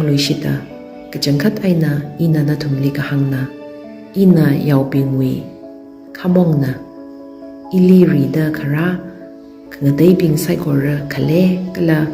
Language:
Tangkhul Naga (India)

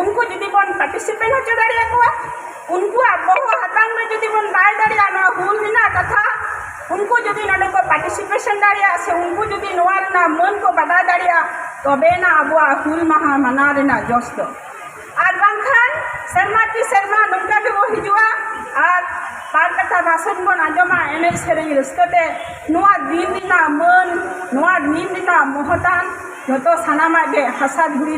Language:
Santali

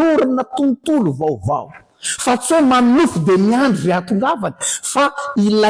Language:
Malagasy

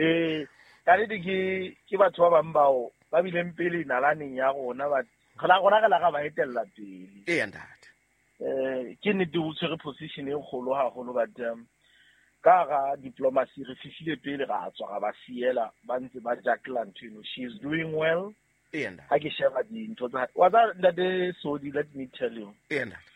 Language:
Southern Sotho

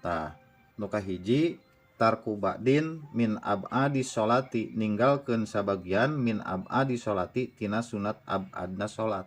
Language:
Sundanese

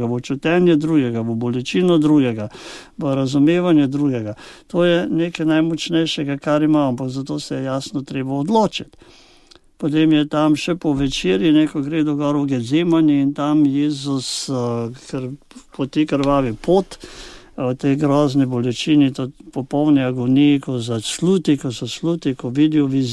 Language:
Slovenian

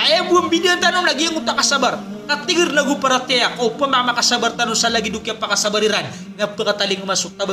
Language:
Maranao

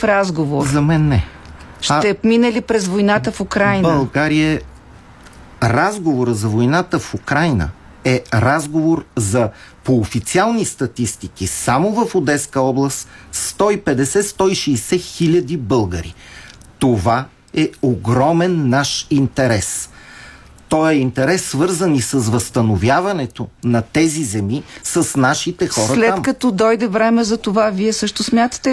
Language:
Bulgarian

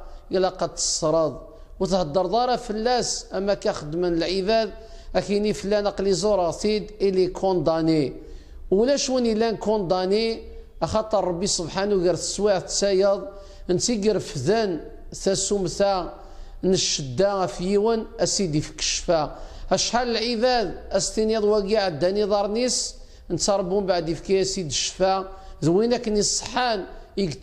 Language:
Kabyle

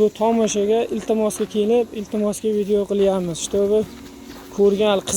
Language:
Uzbek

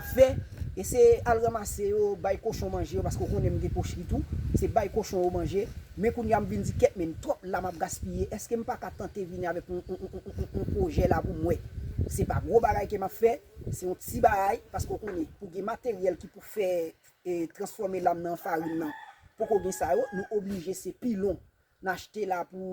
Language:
Haitian Creole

